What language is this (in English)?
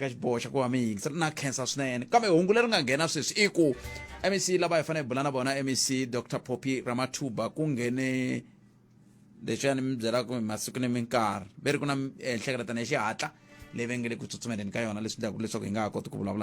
Tsonga